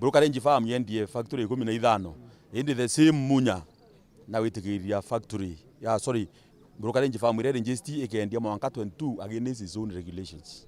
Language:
Meru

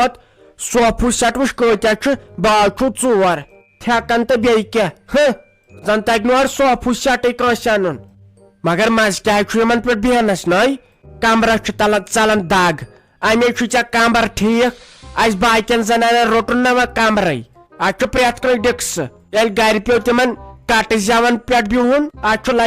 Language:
Kashmiri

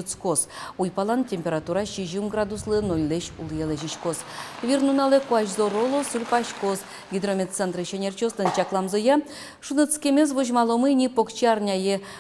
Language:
Udmurt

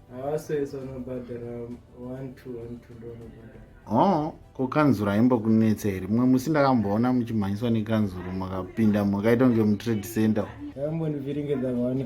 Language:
Shona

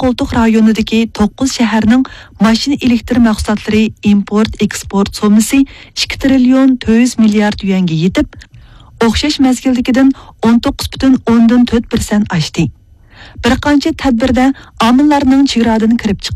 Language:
Uyghur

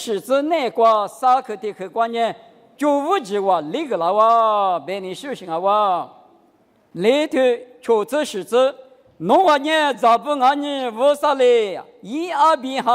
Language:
Lisu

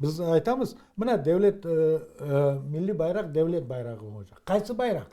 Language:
Crimean Tatar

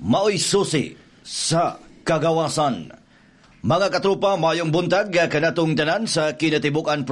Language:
Cebuano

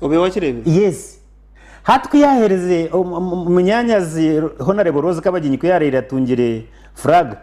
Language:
Nyankole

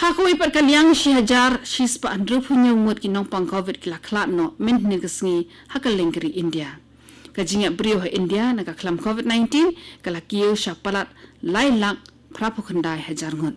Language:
Khasi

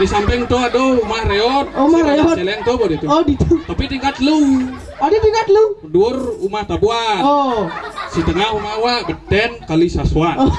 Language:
Balinese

